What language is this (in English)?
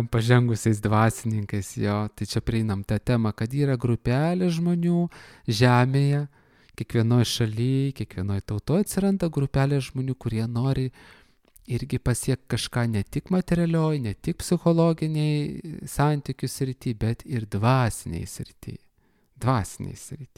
Lithuanian